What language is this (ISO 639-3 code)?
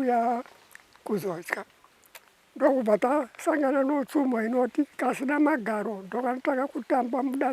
sna